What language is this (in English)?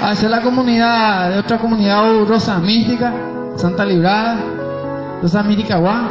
Guarani